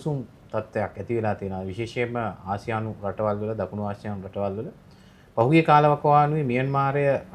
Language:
Sinhala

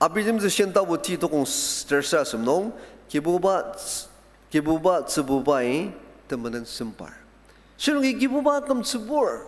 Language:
Ao Naga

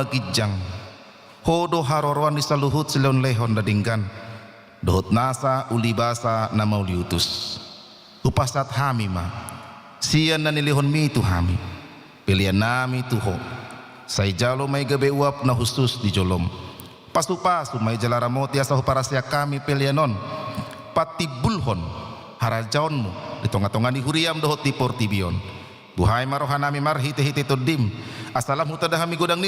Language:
Batak Toba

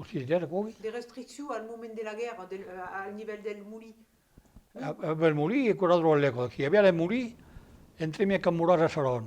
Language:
Occitan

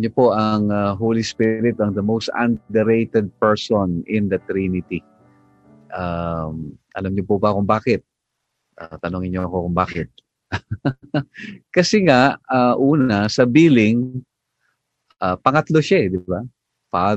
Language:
Filipino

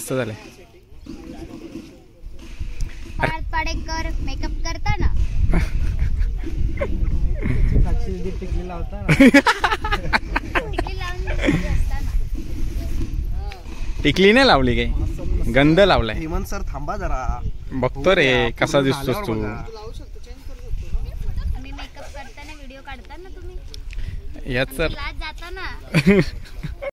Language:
Marathi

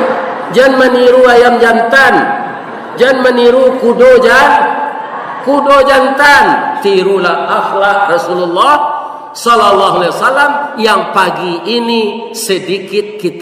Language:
Minangkabau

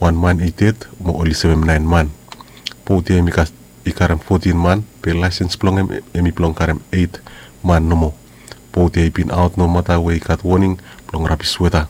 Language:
Bislama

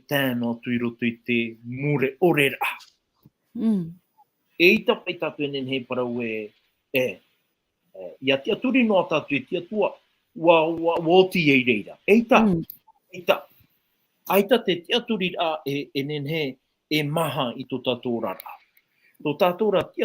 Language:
Tahitian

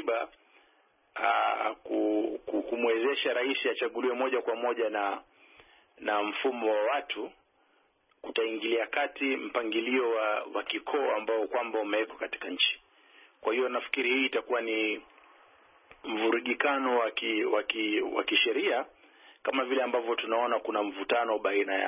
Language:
Swahili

